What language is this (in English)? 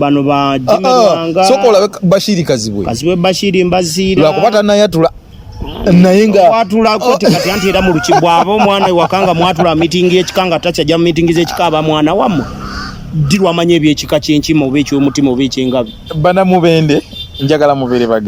Ganda